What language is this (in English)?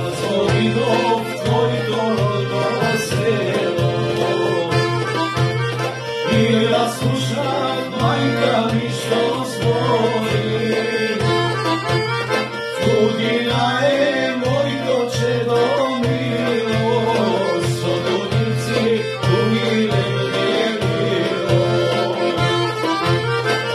Macedonian